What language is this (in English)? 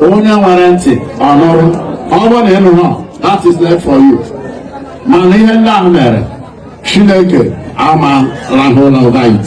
Igbo